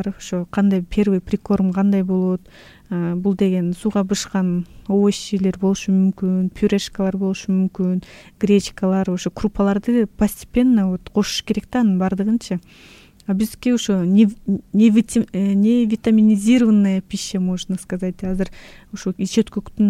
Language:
Kyrgyz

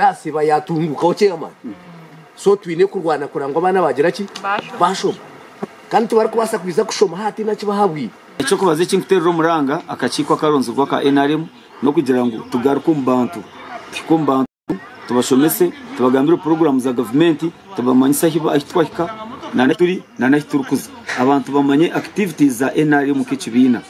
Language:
Nyankole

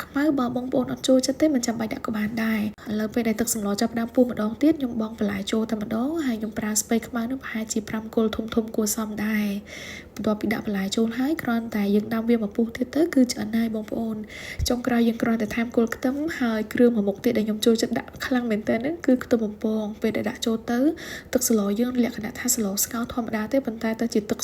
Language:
Khmer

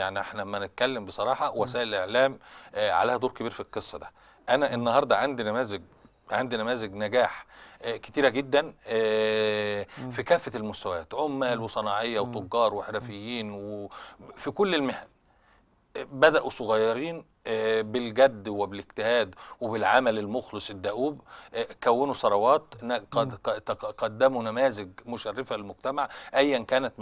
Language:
Egyptian Arabic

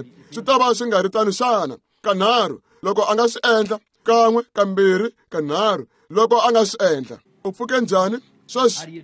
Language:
Tsonga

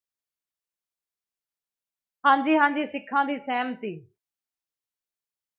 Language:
Punjabi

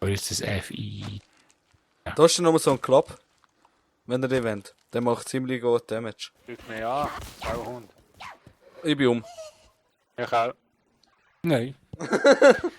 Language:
Swiss German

